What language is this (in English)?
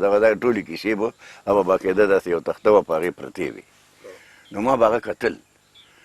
Pashto